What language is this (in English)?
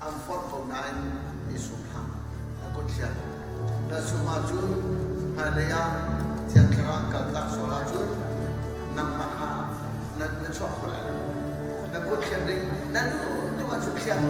Hakha Chin